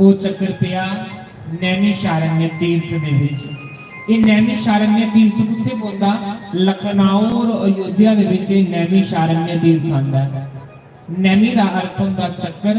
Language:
Dogri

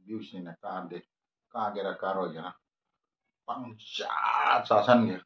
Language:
Manipuri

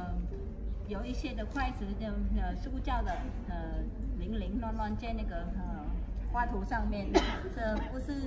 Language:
Chinese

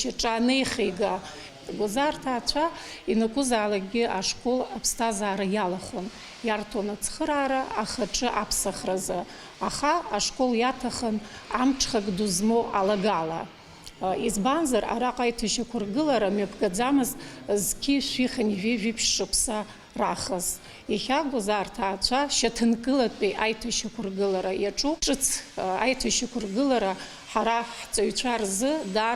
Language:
Abkhazian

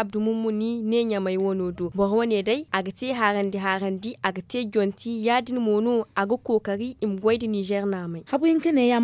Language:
Zarma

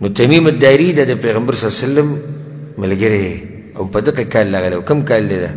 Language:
Pashto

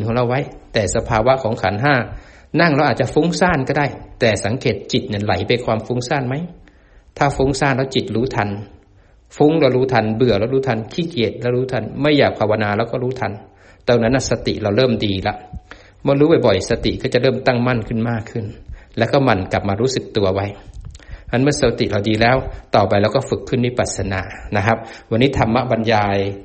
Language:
Thai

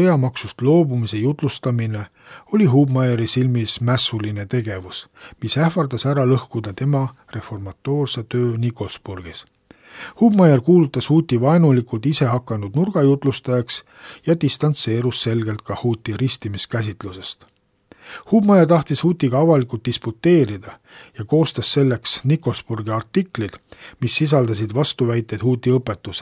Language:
Estonian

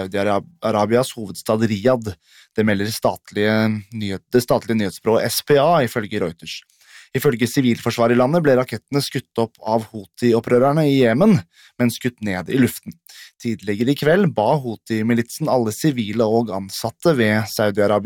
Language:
Norwegian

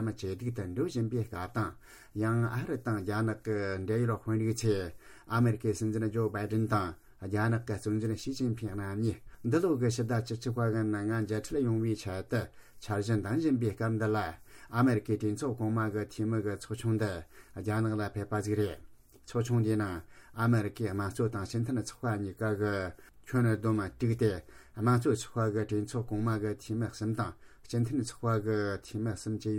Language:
Tibetan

